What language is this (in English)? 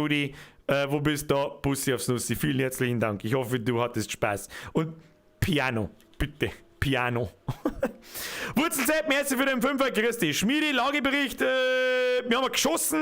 Bavarian